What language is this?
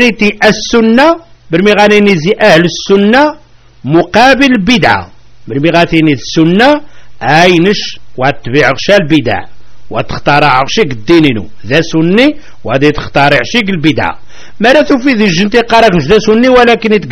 Kabyle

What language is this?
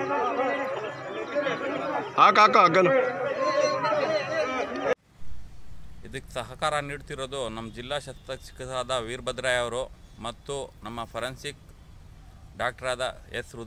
Kannada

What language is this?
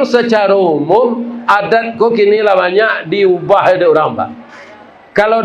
Minangkabau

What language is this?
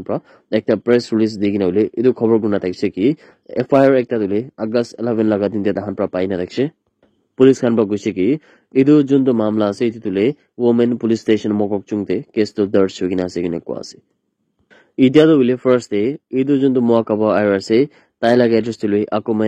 Naga Pidgin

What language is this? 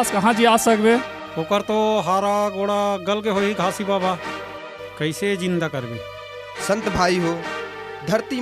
Chhattisgarhi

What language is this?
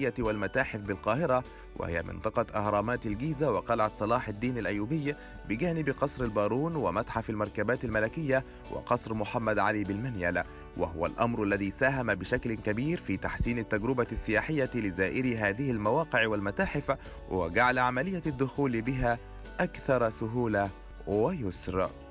Egyptian Arabic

